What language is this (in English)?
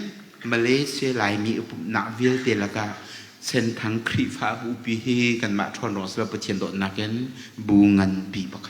Hakha Chin